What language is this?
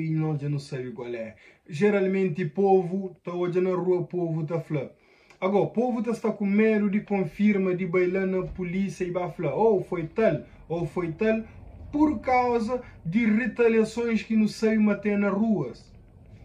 Kabuverdianu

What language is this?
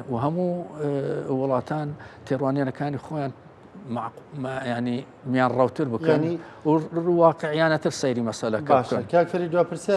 Central Kurdish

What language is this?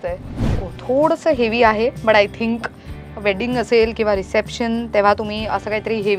Marathi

